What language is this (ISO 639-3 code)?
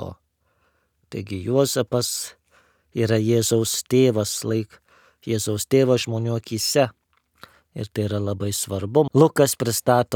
lit